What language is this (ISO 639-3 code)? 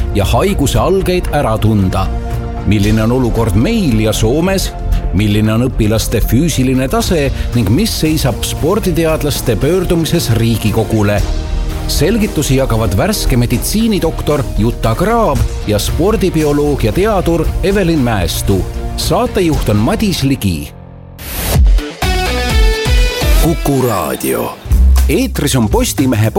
est